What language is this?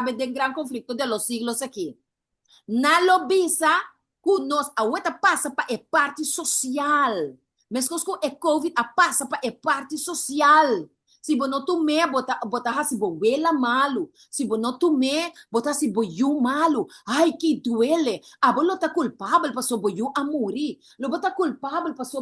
Papiamento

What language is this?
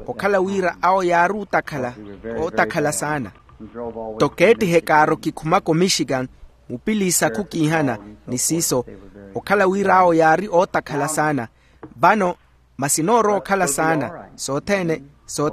Makhuwa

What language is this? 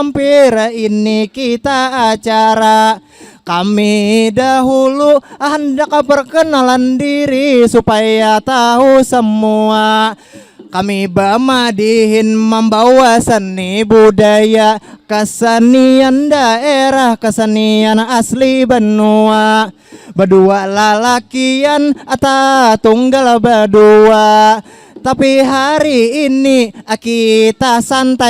Banjar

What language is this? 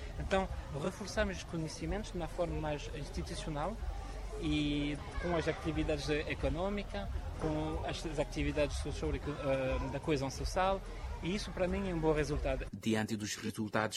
Portuguese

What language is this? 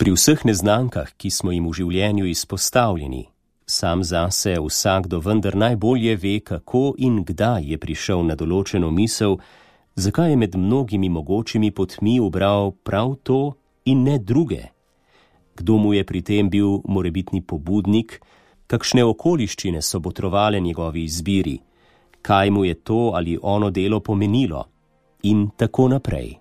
Slovenian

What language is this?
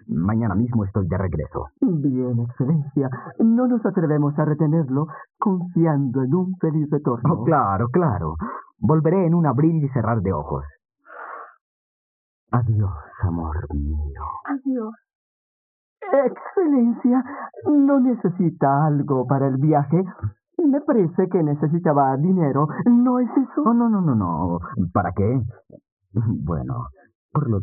Spanish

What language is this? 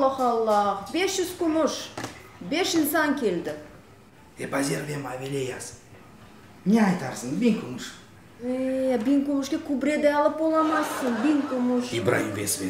Crimean Tatar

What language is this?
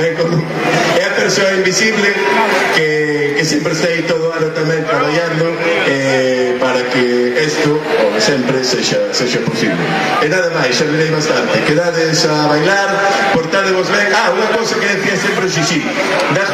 Galician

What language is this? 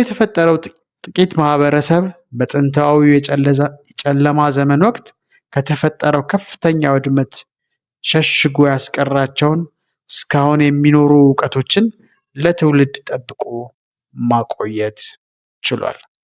Amharic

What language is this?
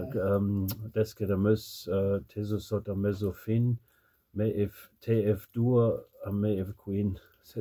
Breton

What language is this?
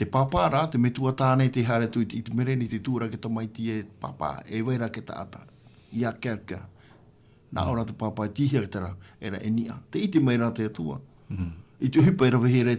Tahitian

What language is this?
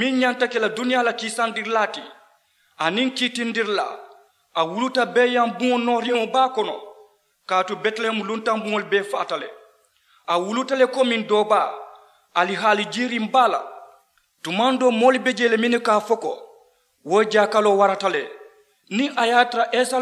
Mandingo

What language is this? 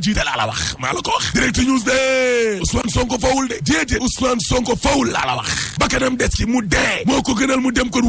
Wolof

